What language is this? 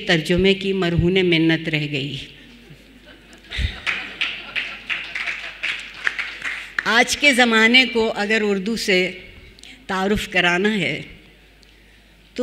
Urdu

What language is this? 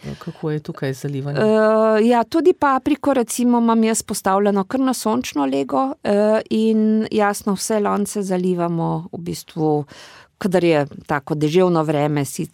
Slovenian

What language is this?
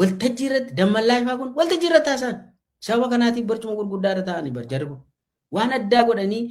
Oromo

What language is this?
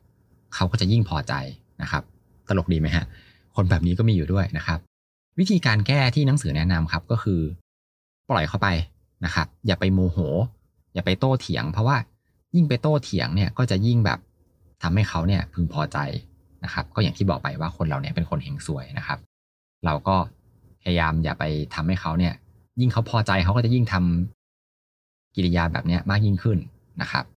Thai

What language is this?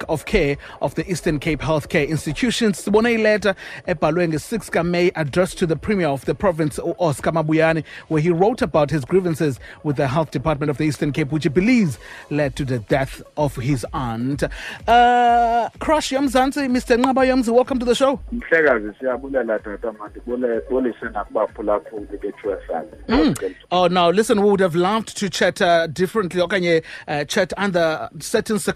Xhosa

